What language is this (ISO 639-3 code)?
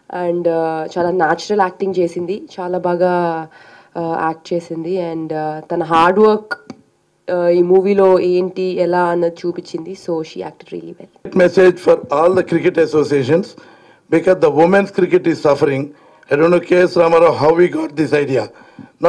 tel